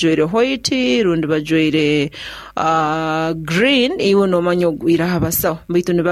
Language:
Nyoro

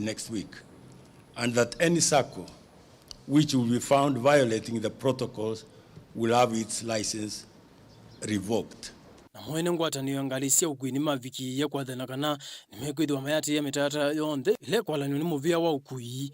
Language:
Kamba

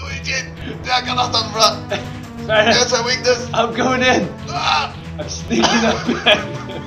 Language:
Faroese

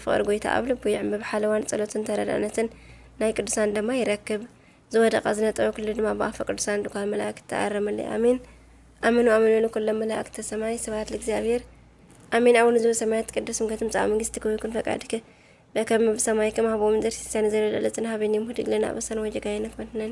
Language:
Tigrinya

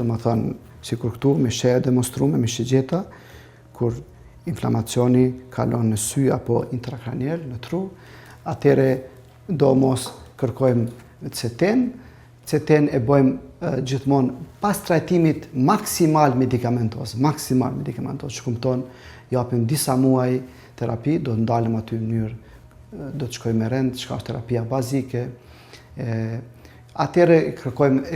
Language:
Albanian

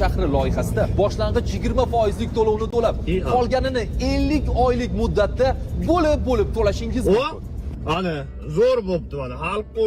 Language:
Uzbek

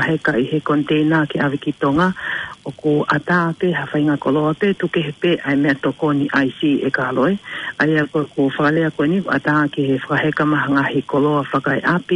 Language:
Tongan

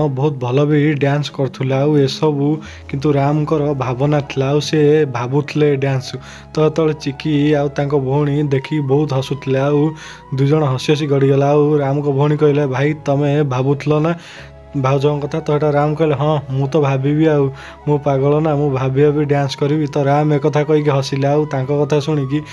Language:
Odia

